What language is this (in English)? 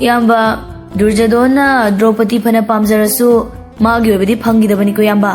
Manipuri